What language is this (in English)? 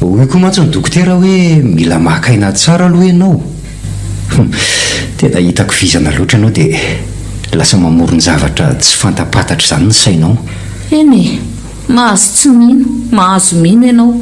Malagasy